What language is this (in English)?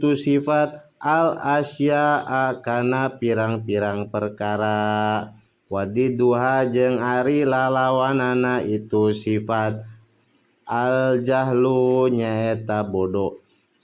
Sundanese